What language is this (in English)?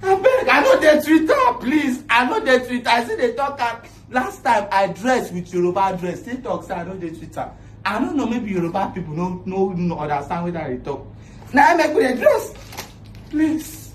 Nigerian Pidgin